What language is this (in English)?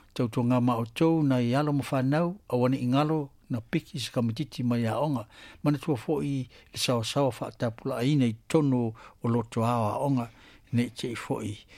Samoan